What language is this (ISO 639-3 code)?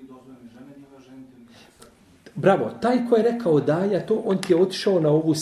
bos